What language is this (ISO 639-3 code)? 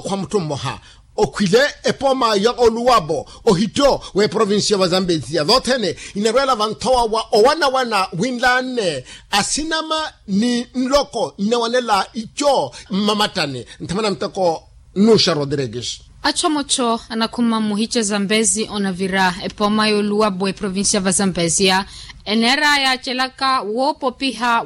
vmw